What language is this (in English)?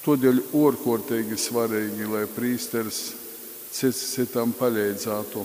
Latgalian